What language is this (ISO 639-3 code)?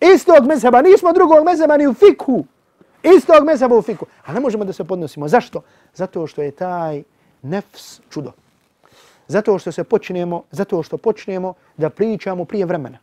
bos